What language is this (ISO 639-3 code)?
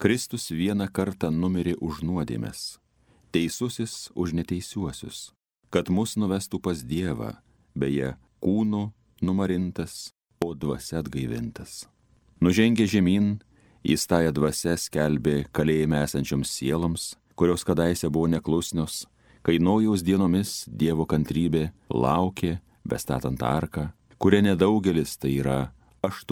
lit